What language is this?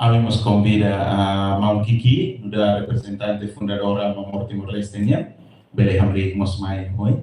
Tetum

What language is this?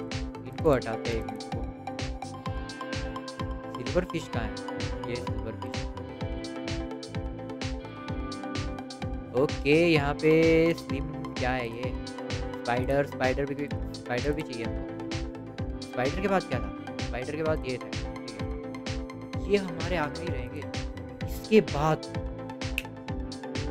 Hindi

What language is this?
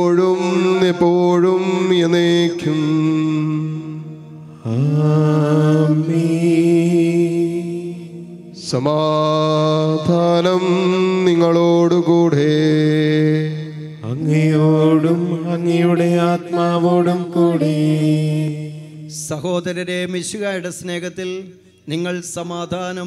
Malayalam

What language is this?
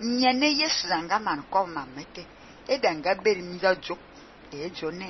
Fang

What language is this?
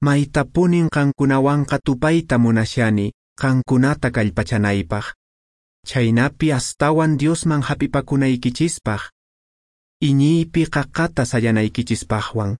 Quechua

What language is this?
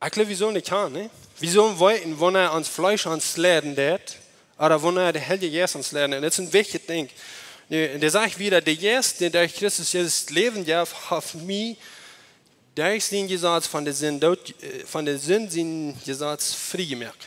Plautdietsch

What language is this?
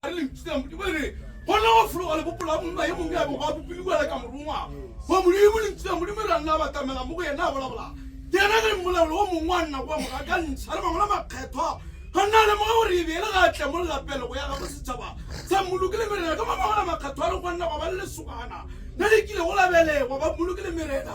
Northern Sotho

